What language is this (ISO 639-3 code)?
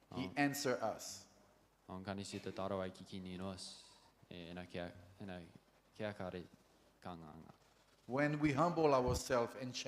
gil